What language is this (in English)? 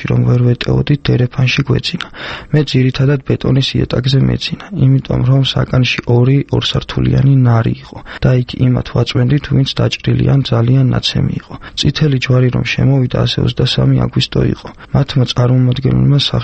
Georgian